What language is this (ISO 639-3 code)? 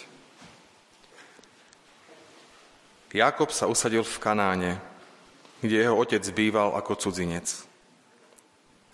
slk